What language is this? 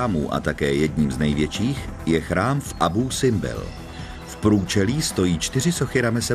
Czech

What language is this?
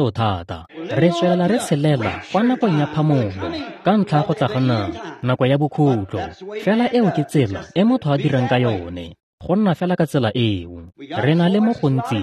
Tswana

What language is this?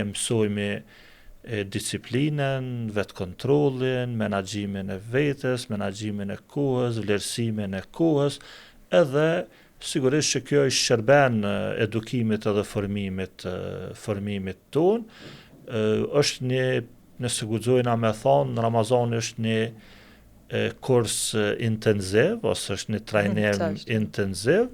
Albanian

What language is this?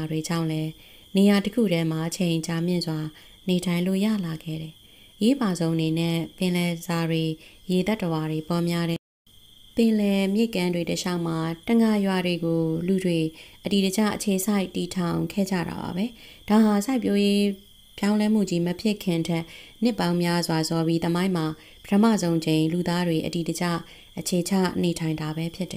Burmese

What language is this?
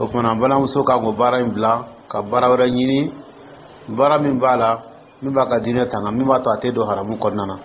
Dyula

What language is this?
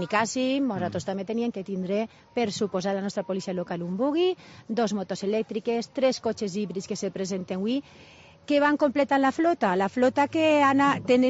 Catalan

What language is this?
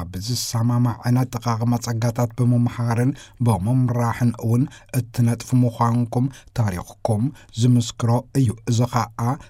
Tigrinya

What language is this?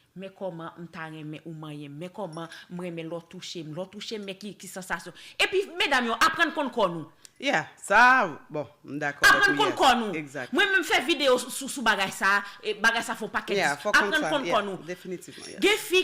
Haitian Creole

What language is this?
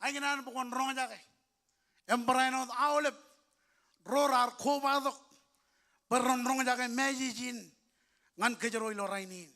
Marshallese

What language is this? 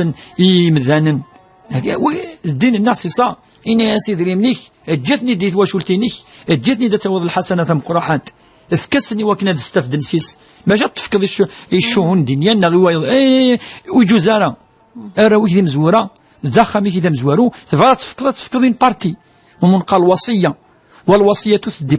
Kabyle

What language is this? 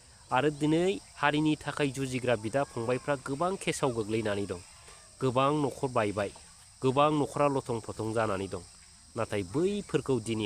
Bodo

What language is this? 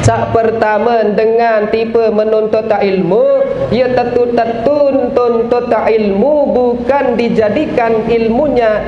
Sasak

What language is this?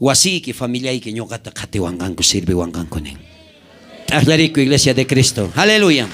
South Bolivian Quechua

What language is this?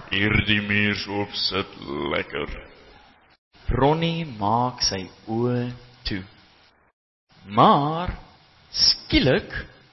Afrikaans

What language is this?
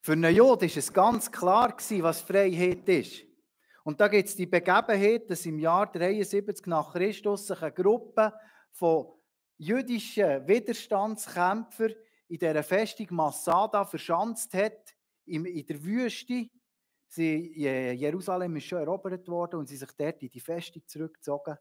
Swiss German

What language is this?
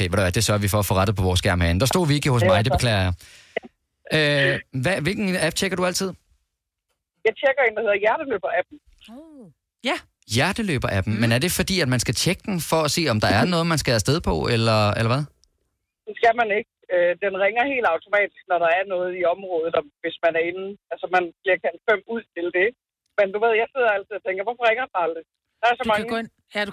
Danish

